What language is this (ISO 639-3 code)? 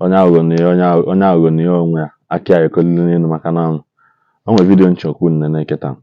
ibo